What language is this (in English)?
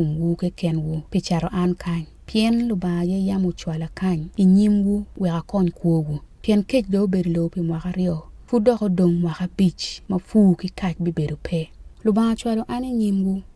Acoli